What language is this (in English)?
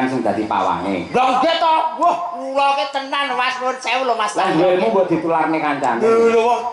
Javanese